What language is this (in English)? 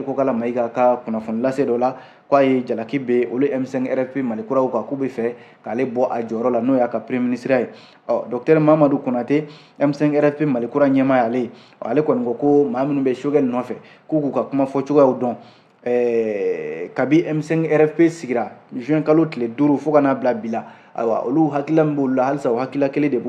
Bambara